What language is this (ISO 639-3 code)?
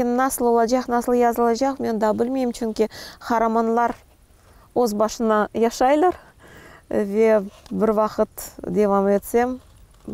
crh